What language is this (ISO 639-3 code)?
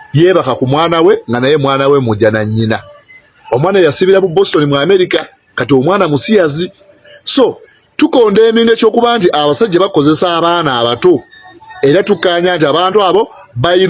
lug